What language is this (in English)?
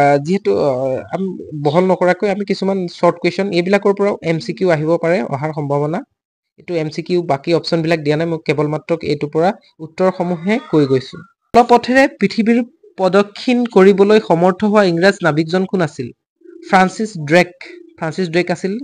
Assamese